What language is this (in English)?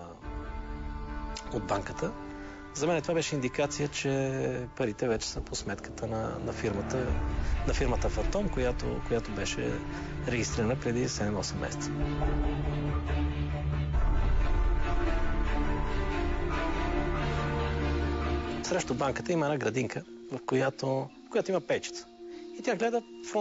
Bulgarian